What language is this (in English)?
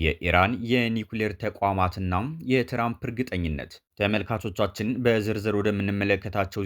Amharic